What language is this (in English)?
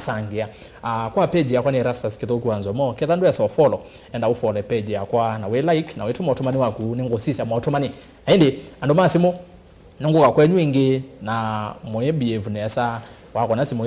Kamba